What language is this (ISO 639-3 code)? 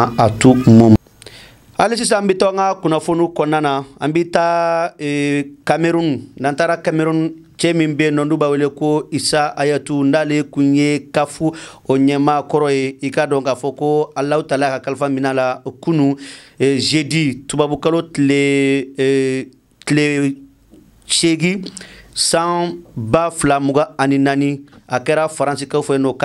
bam